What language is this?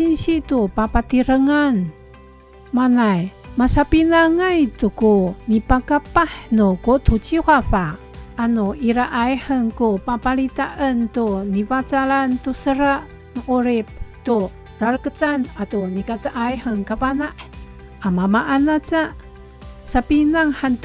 Amis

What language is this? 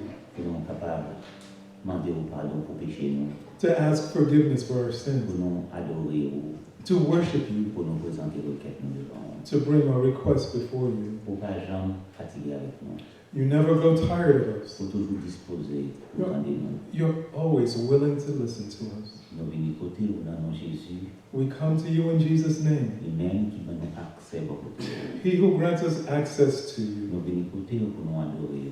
Haitian Creole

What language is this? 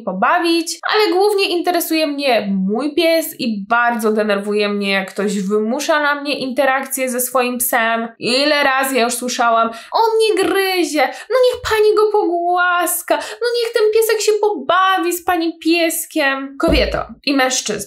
Polish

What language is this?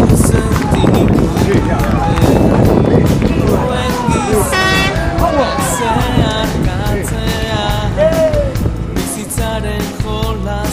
Basque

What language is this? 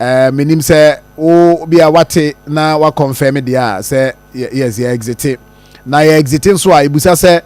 Akan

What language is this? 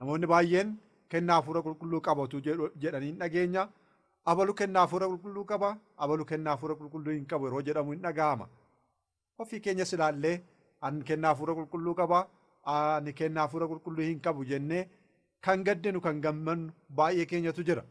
Oromo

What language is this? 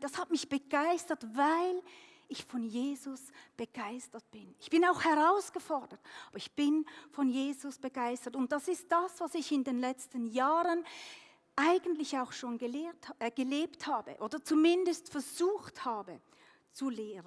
Swiss German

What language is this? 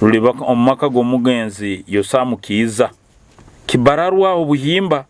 Nyoro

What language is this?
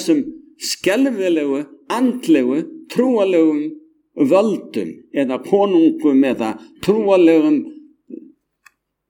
Icelandic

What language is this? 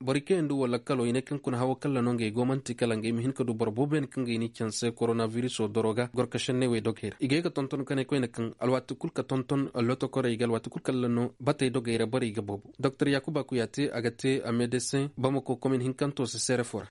Koyraboro Senni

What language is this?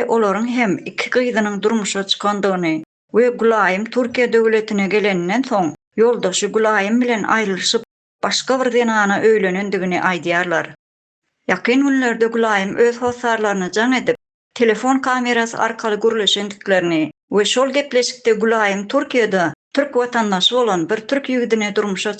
Turkmen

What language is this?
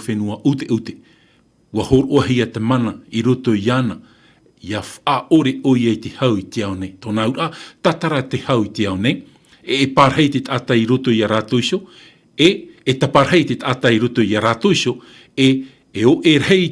Tahitian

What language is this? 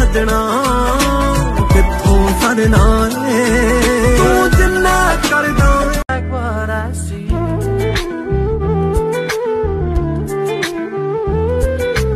Punjabi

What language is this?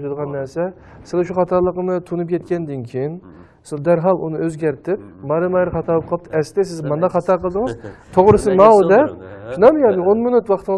Uyghur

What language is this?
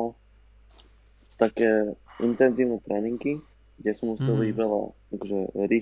Slovak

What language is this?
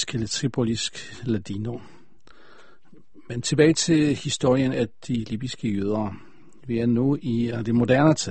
Danish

